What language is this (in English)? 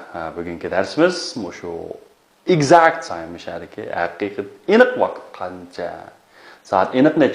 Uyghur